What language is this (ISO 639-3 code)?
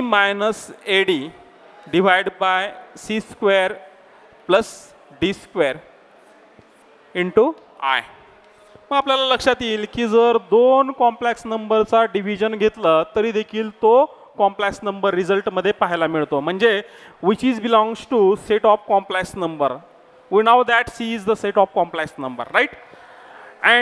mar